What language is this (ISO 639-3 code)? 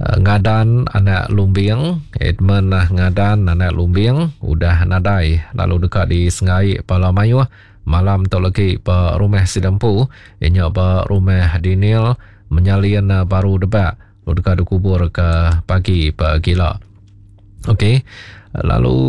iba